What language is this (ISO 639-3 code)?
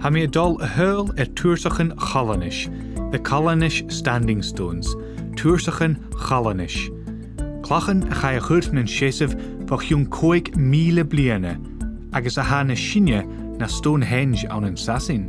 gla